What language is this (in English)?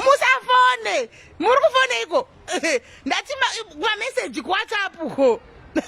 Shona